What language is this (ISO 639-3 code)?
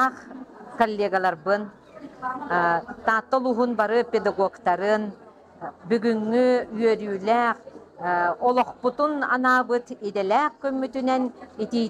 sah